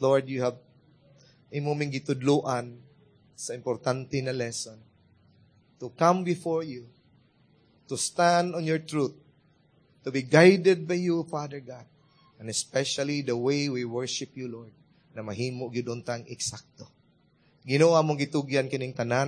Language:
Cebuano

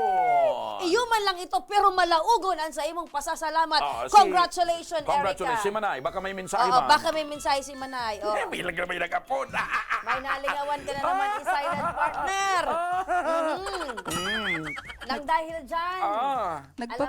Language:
Bikol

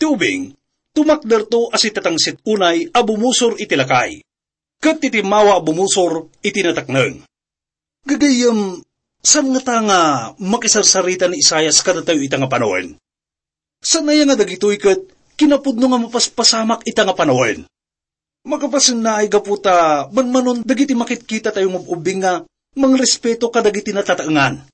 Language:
Iloko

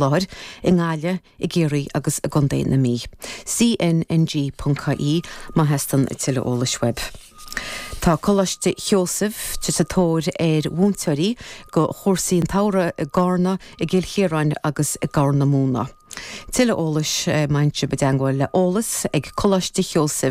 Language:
Irish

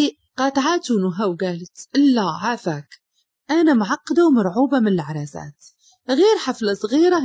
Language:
Moroccan Arabic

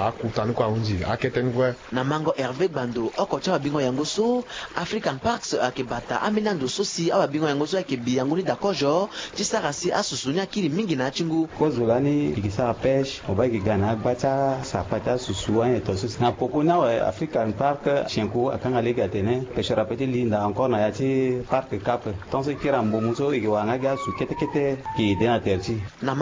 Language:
Sango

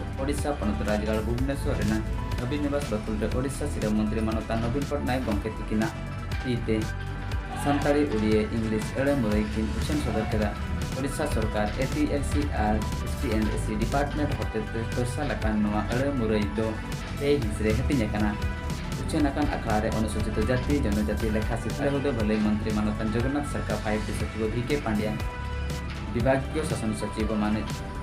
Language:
Santali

